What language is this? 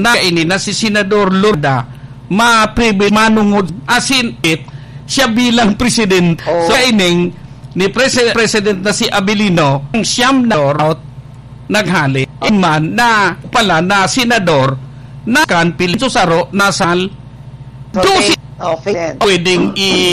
Bikol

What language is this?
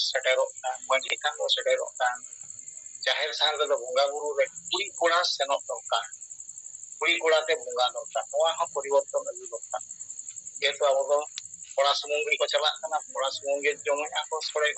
Santali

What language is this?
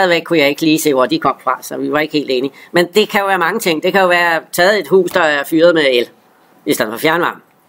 Danish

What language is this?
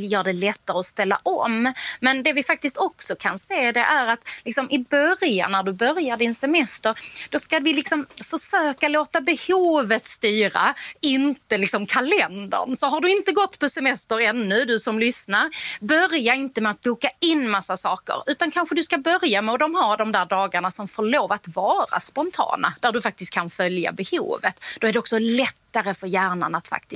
Swedish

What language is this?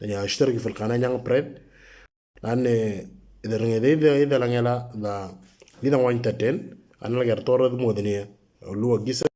Moro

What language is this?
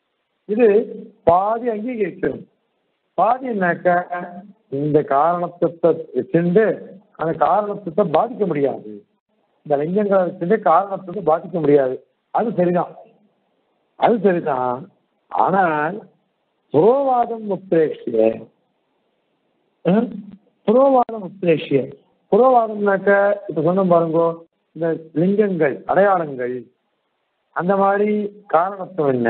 Tamil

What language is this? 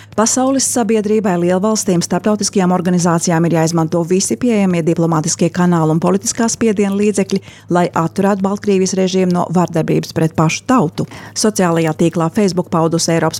Latvian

